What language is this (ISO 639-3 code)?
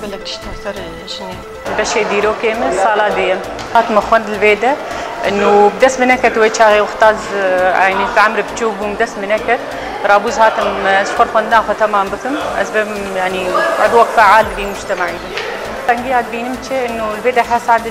kur